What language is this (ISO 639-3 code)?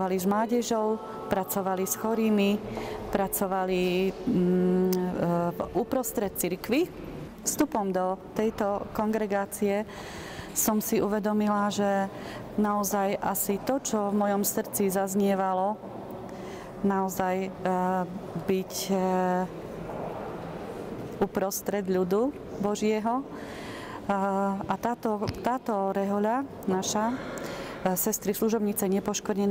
slk